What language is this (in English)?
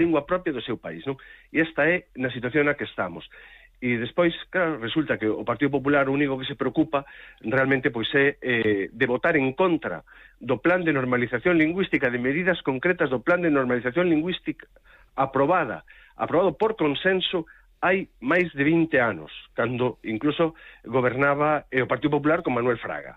Galician